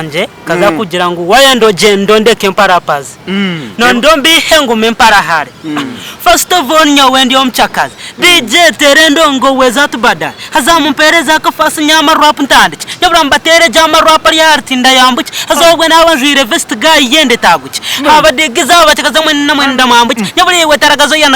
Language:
Nyankole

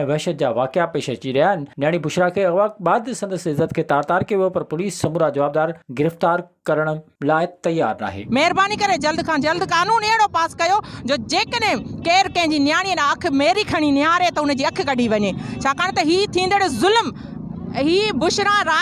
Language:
Sindhi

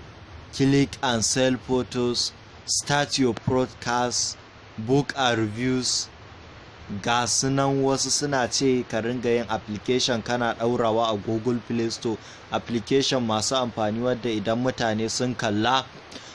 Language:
Hausa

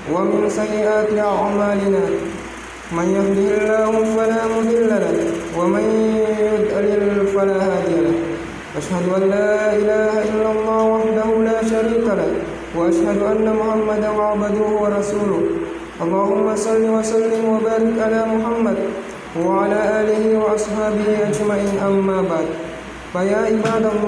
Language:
Buginese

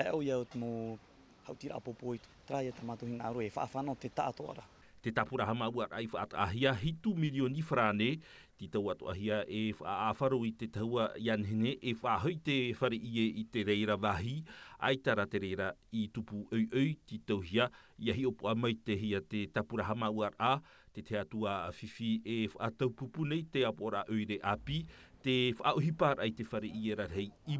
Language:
Tahitian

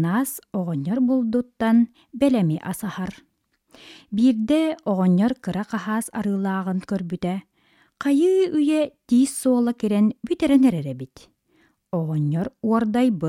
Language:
Yakut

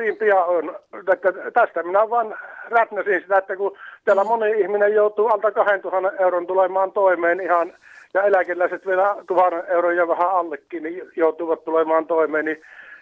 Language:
Finnish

